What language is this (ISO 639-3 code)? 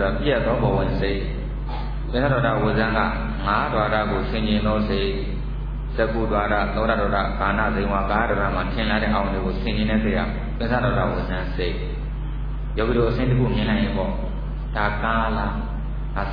mya